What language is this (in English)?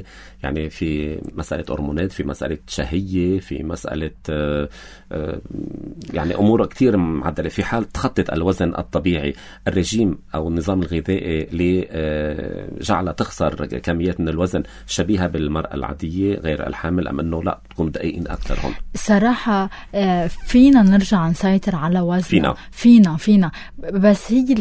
North Levantine Arabic